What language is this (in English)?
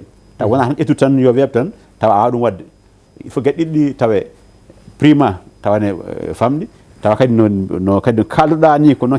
Fula